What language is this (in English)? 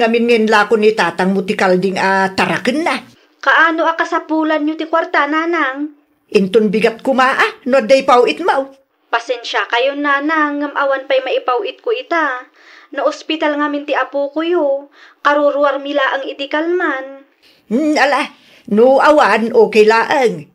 Iloko